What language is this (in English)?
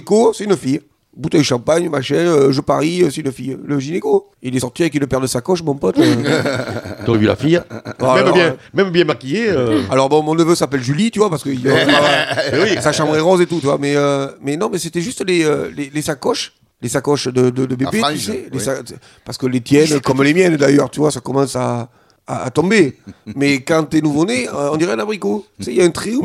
French